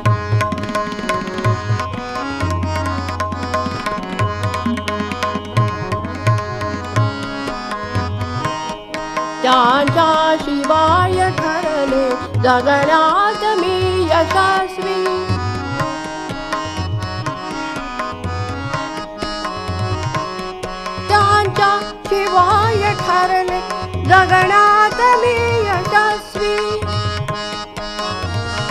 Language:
Marathi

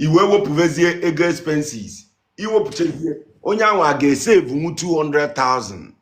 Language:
Igbo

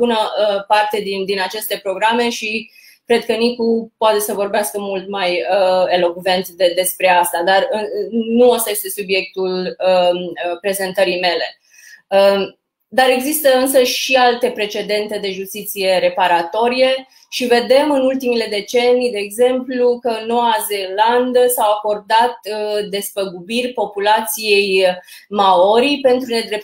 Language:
Romanian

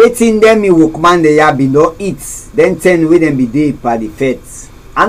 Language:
Krio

